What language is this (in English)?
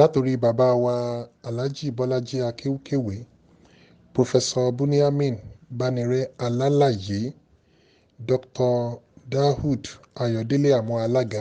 Yoruba